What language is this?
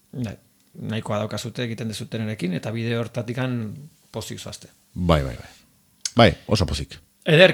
Basque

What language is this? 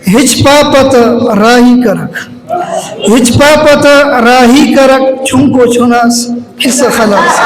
Brahui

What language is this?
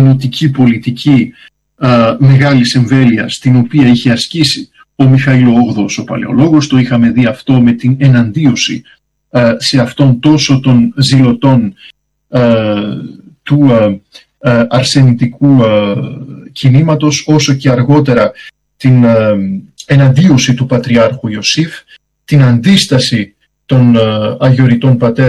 Greek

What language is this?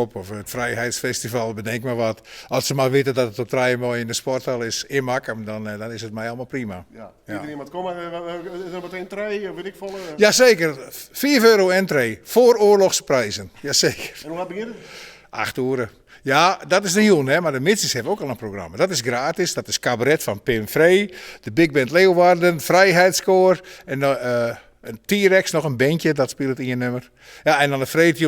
Western Frisian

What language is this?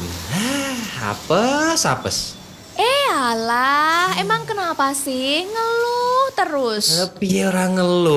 Indonesian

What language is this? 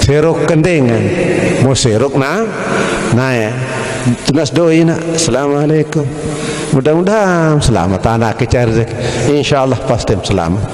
Sasak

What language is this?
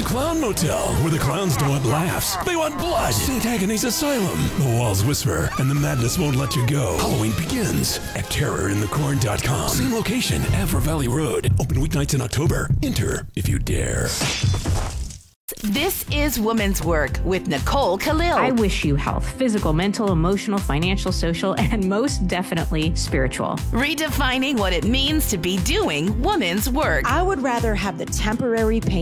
English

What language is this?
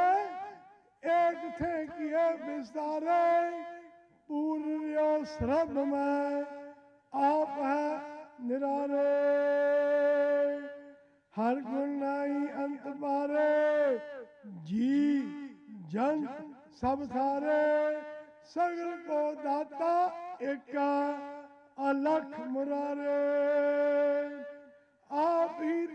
Punjabi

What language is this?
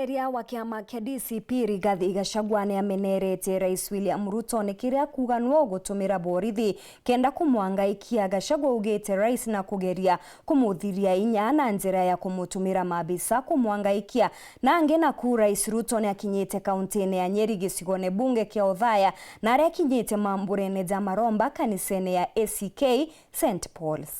Meru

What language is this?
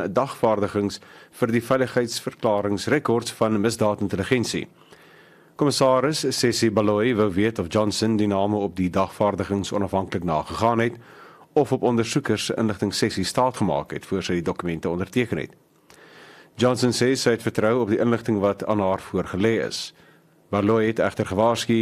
Afrikaans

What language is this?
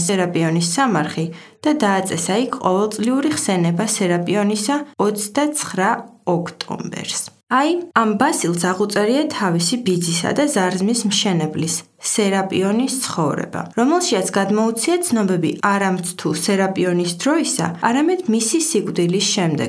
Georgian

